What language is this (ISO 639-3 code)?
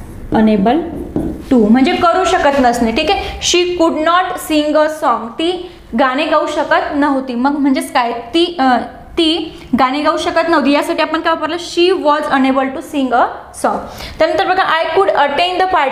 mar